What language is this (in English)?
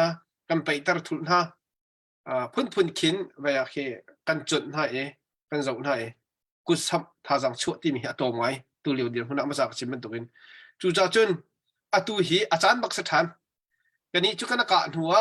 Hakha Chin